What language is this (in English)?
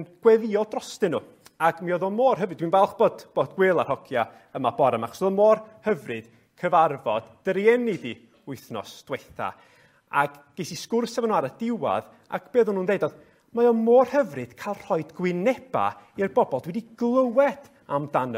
Welsh